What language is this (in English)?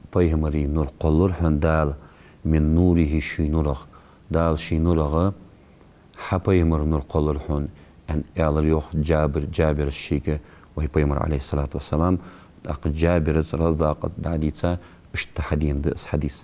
Ingush